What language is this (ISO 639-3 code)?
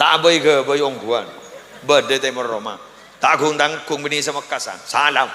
mad